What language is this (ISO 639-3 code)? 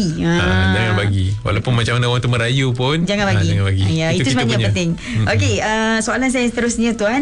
msa